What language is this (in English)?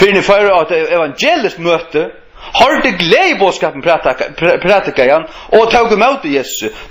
Faroese